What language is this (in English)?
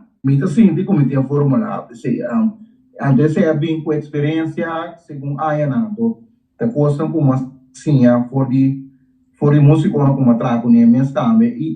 Papiamento